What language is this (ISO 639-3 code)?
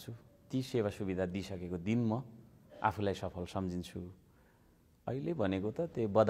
nep